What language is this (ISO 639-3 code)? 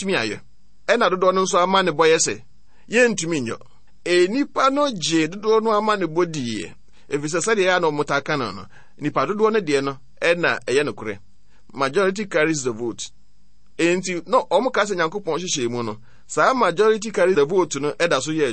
aka